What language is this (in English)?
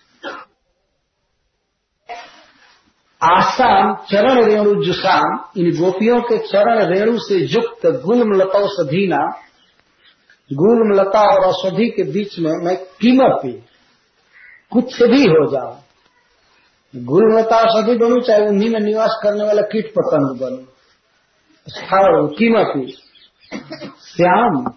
Hindi